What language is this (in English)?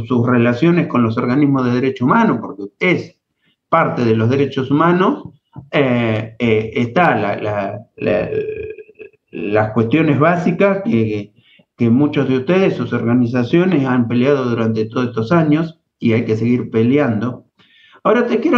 Spanish